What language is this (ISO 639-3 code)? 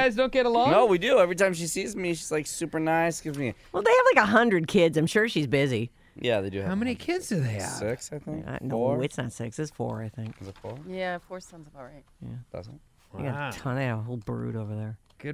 eng